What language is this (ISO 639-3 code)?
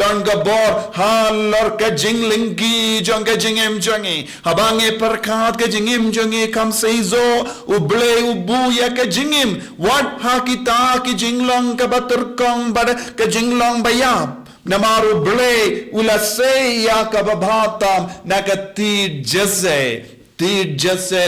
kha